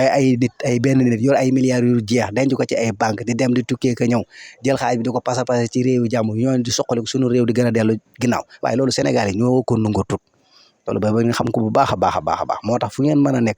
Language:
Wolof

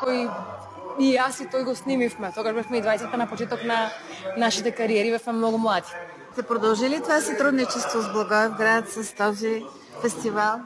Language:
Macedonian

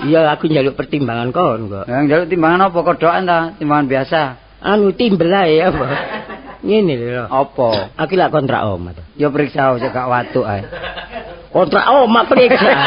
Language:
Javanese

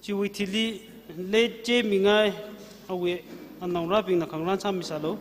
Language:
Tangkhul Naga (India)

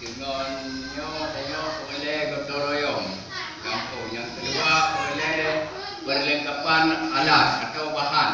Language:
Achinese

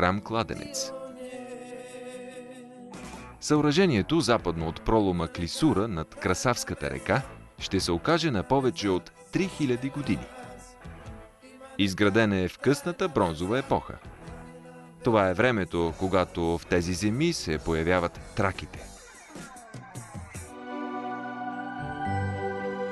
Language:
Bulgarian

